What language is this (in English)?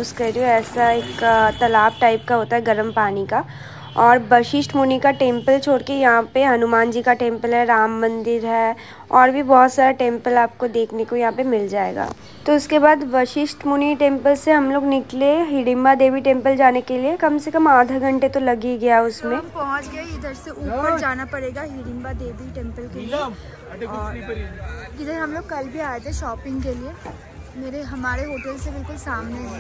Hindi